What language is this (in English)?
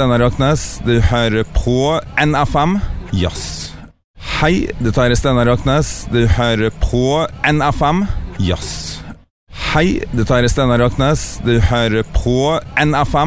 Norwegian